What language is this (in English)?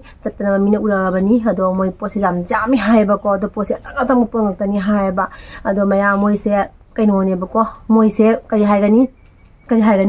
Manipuri